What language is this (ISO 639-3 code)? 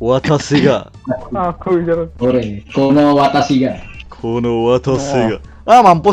bjn